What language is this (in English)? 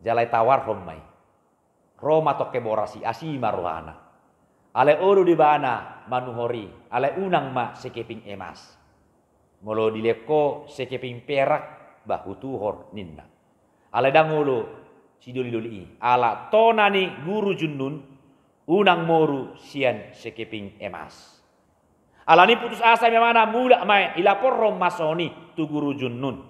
Batak Toba